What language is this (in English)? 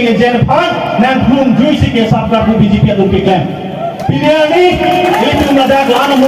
Karbi